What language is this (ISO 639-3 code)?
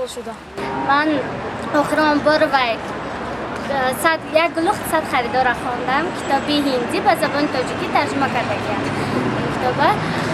tgk